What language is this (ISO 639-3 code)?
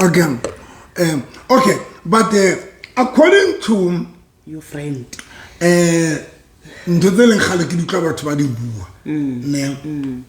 sot